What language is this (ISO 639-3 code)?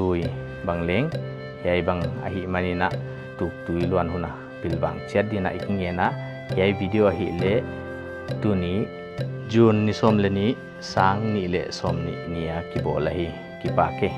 pck